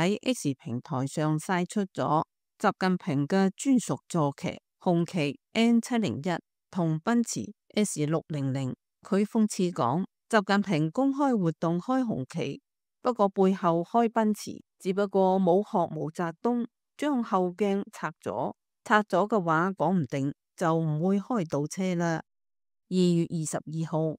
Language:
Cantonese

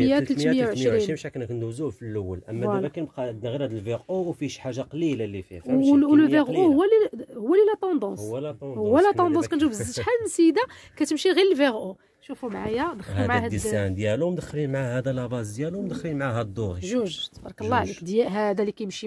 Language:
Moroccan Arabic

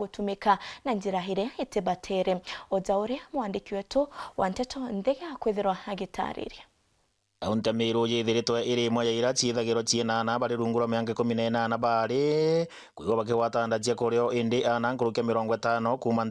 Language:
Meru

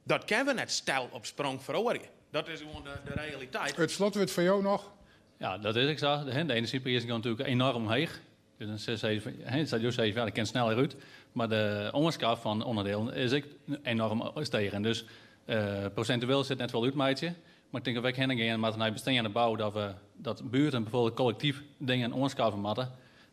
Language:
Western Frisian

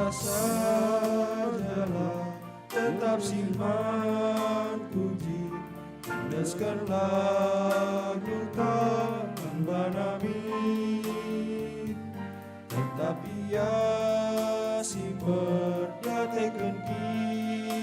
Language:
Batak Karo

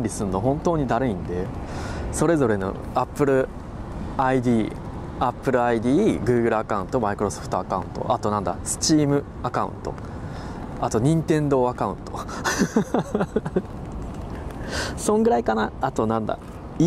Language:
Japanese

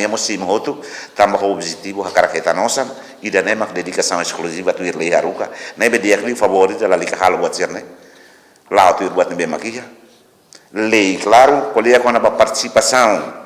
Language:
Tetum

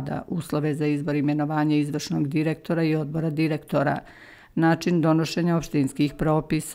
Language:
Croatian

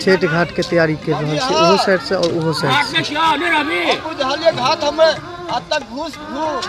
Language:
Maithili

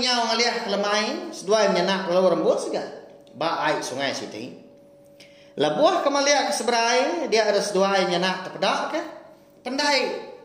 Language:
Iban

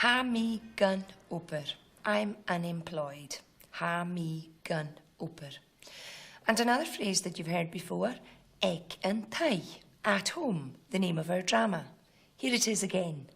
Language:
Scottish Gaelic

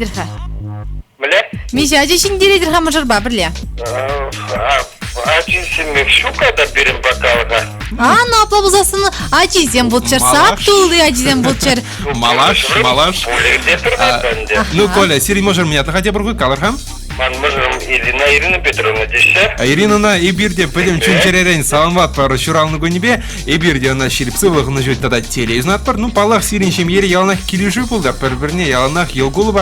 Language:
Chuvash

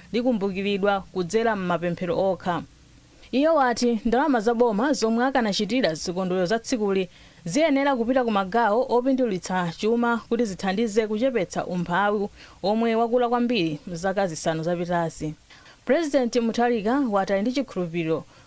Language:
Nyanja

